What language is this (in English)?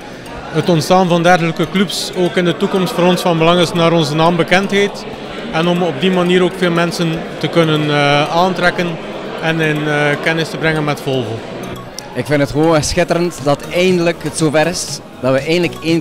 Dutch